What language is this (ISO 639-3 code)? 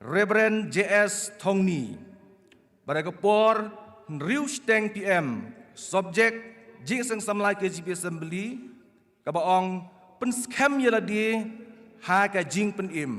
kha